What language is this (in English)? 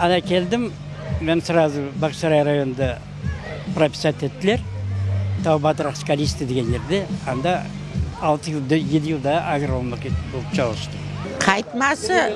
Crimean Tatar